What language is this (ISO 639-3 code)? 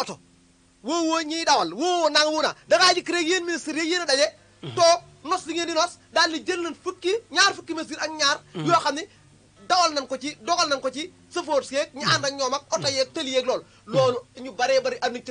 wol